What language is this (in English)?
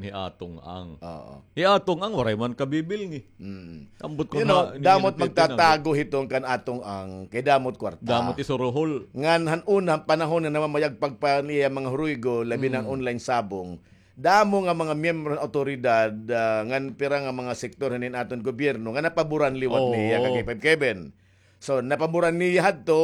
Waray